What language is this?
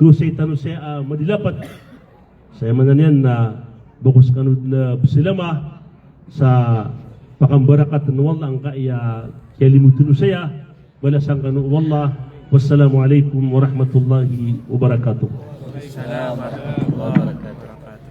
Maranao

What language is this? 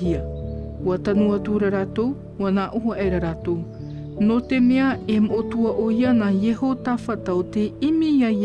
Tahitian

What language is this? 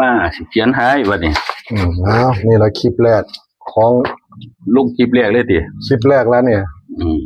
Northeastern Thai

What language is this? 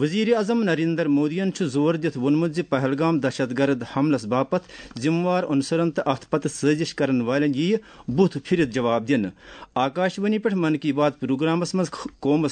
Kashmiri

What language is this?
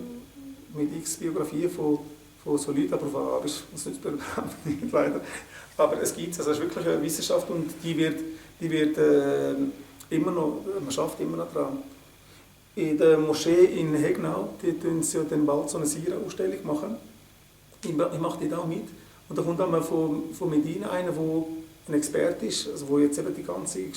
Swiss German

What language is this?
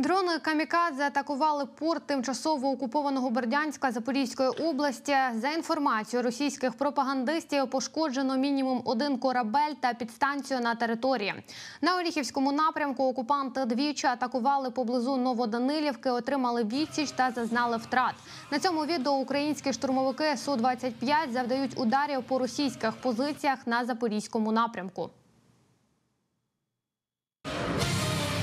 Ukrainian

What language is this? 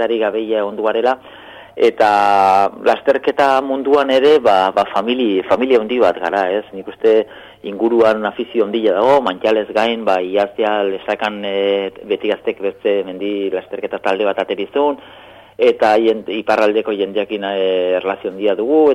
Basque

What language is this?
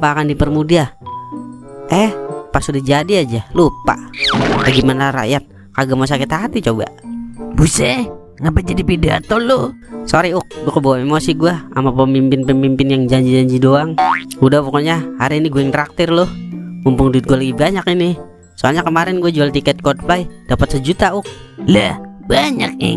Betawi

